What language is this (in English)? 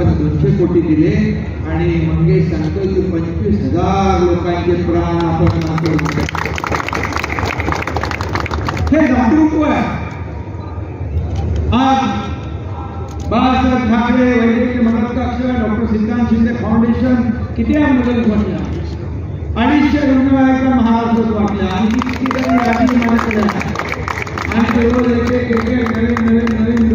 Marathi